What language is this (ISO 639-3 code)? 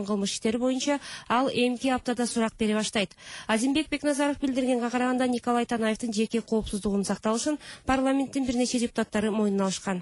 kir